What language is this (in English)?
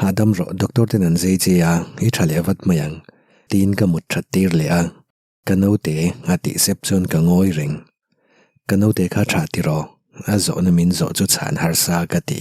Mizo